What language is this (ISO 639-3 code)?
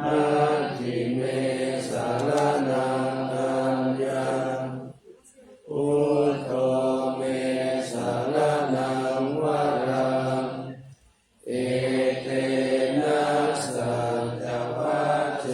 pli